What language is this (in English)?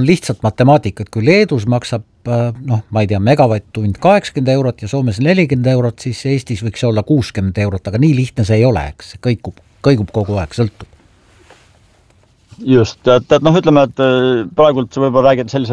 Estonian